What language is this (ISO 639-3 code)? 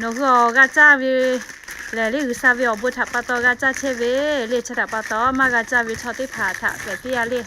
lhu